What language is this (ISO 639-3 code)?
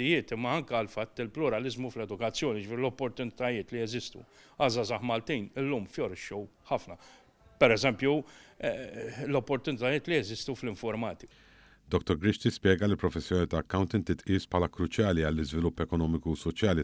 mlt